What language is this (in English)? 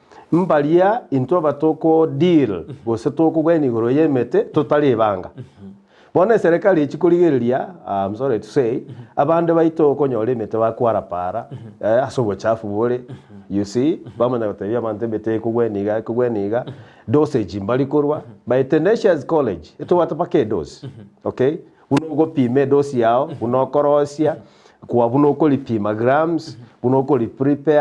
Gusii